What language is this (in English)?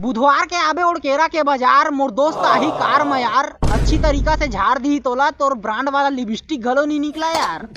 Chhattisgarhi